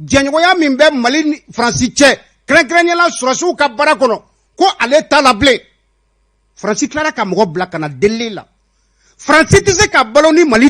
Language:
Bambara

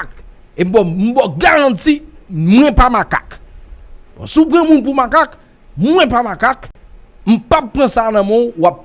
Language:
Haitian Creole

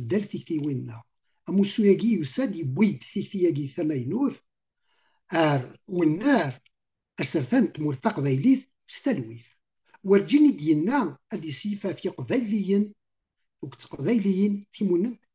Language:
Kabyle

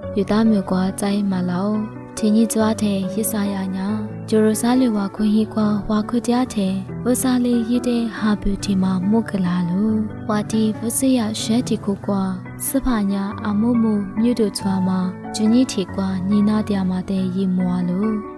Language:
Lisu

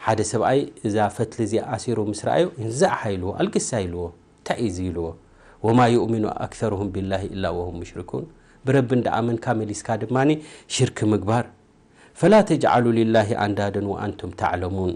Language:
Tigrinya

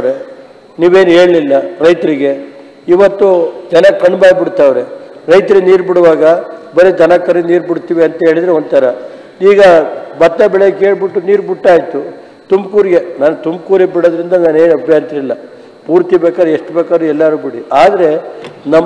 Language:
Kannada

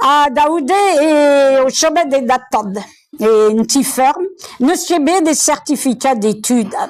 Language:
Breton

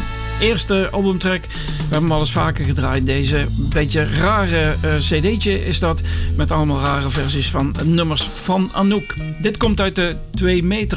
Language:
Dutch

